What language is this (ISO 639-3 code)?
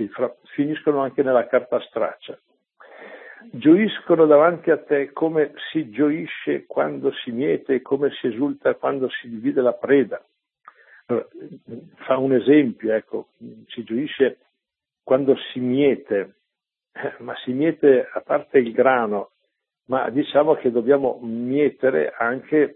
ita